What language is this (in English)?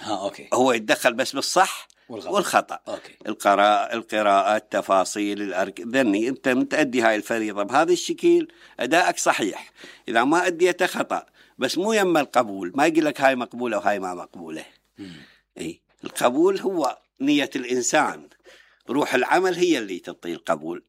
Mesopotamian Arabic